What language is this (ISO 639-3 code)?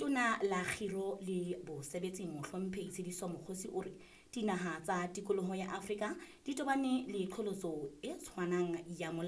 sot